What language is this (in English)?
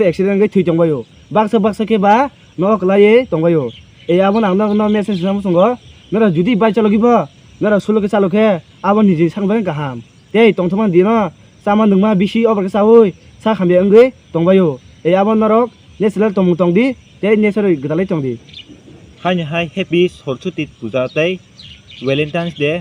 Kok Borok